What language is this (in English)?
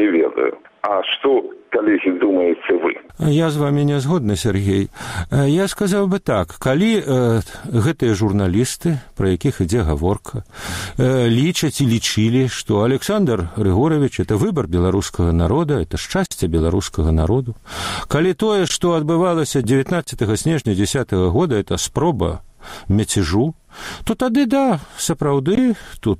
Belarusian